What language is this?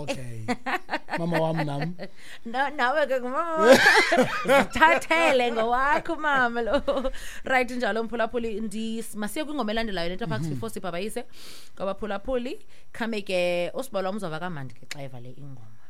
Xhosa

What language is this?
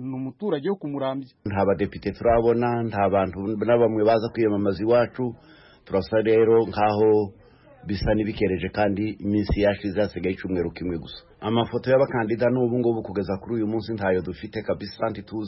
Kinyarwanda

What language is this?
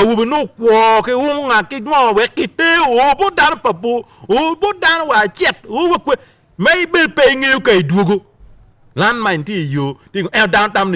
Acoli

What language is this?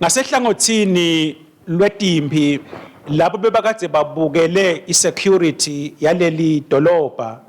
Swati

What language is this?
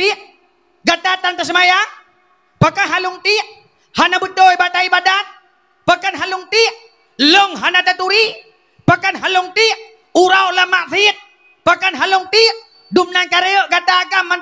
Achinese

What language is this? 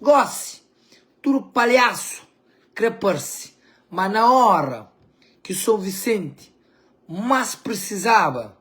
Kabuverdianu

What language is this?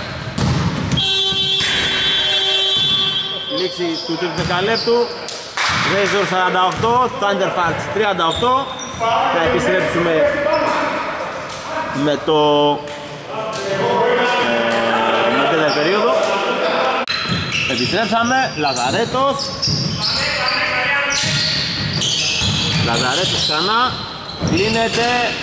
Greek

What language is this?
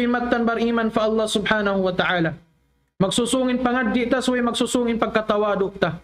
Tausug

